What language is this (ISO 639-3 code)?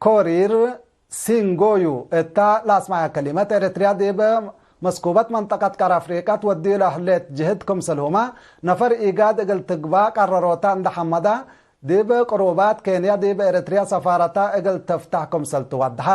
tig